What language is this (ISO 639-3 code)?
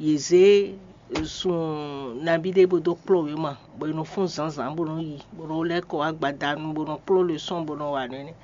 fon